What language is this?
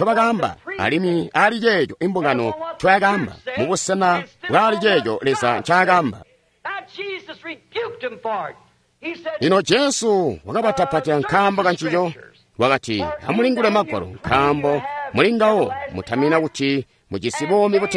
Tonga (Zambia)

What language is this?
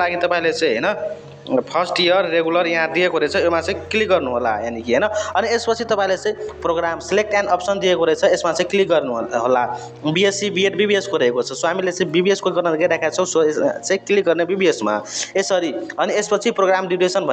Nepali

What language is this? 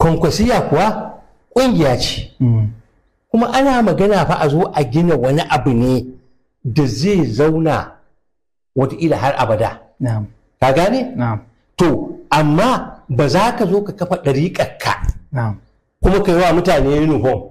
Hausa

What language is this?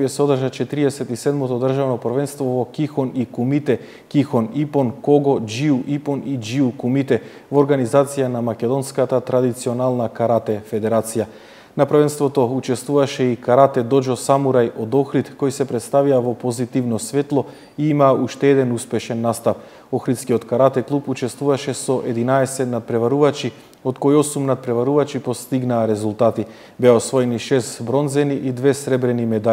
Macedonian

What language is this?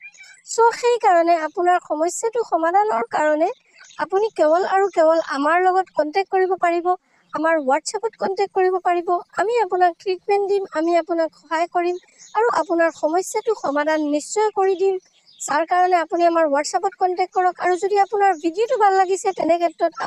Assamese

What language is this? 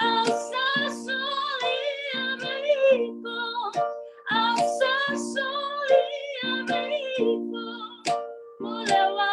Fijian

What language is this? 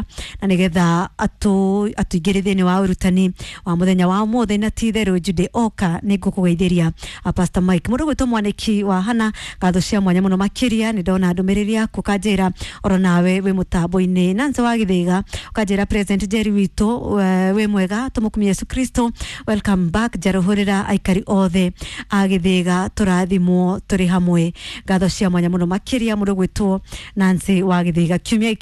Kikuyu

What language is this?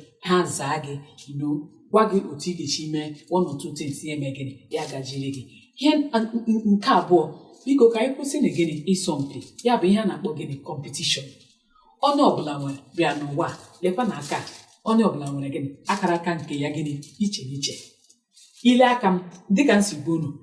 Igbo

